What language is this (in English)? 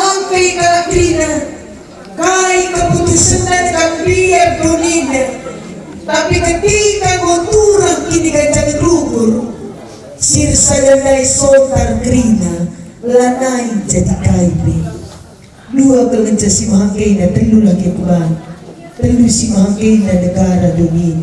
Batak Karo